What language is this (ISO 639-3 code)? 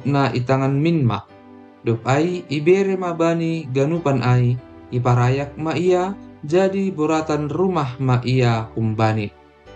bts